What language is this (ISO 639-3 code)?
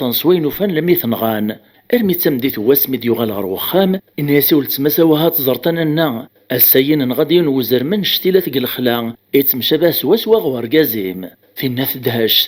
kab